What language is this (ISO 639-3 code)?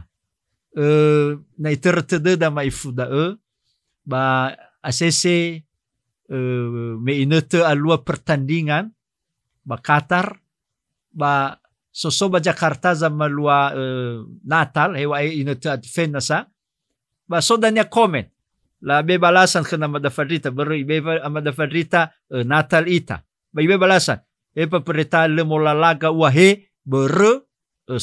nia